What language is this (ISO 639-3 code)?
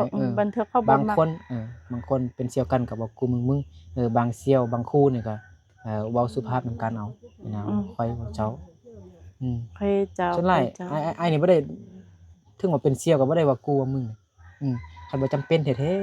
lao